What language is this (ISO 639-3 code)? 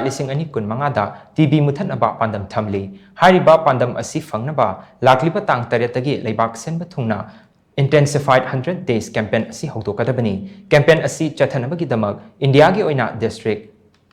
mni